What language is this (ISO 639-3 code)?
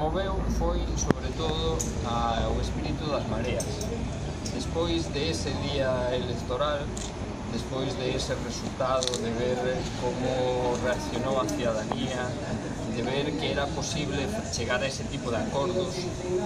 glg